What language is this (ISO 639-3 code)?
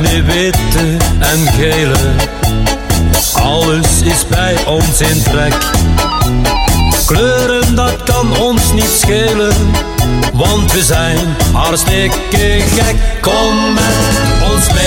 nld